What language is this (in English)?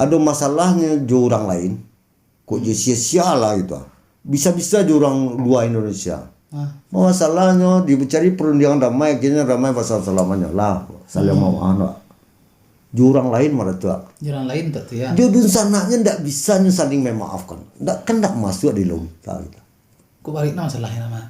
Minangkabau